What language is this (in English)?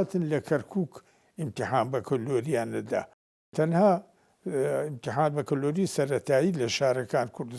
Central Kurdish